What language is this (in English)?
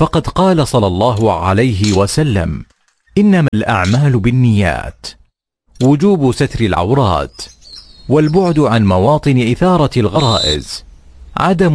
Arabic